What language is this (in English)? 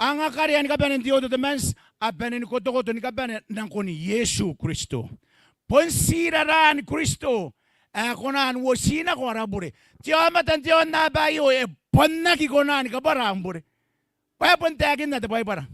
Gilbertese